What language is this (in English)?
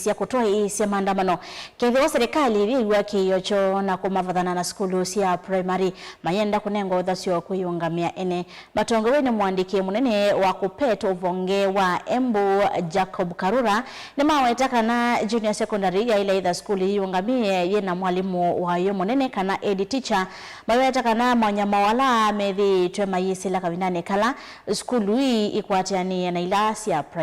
Kamba